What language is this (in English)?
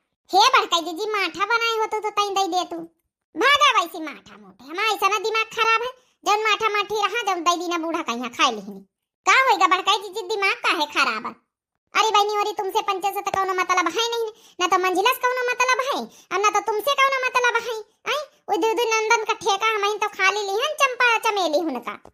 Awadhi